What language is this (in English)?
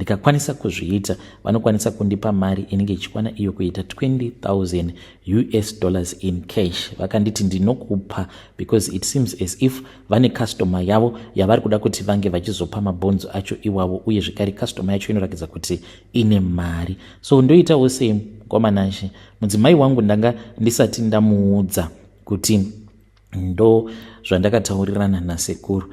Shona